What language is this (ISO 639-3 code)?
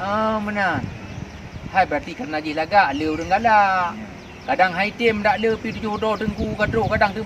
ace